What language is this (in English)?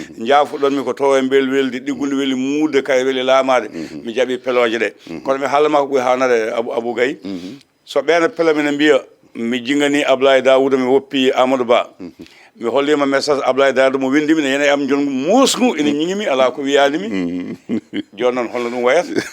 Fula